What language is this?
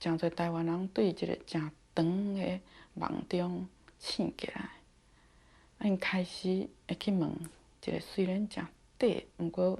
Min Nan Chinese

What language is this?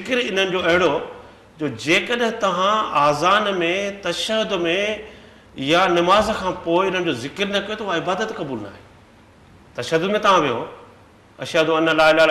Sindhi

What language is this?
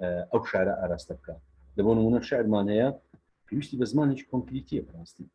Central Kurdish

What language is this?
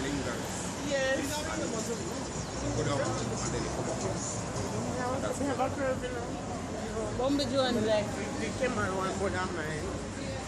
Jamaican Creole English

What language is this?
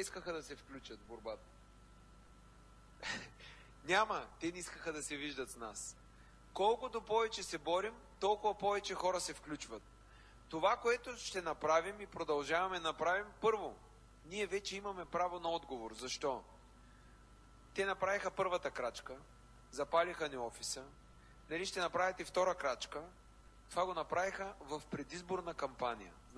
Bulgarian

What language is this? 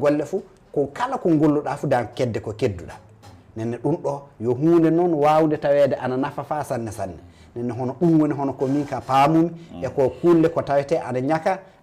Fula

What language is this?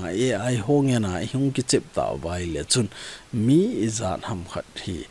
Thado Chin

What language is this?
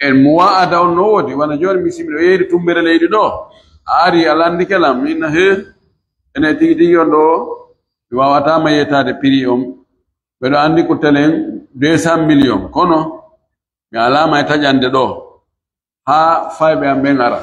Pular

